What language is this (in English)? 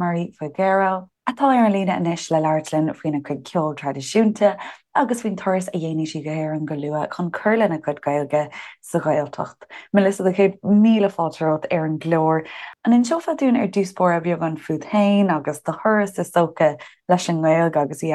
Irish